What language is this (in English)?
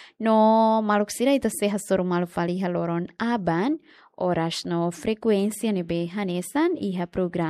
Tetum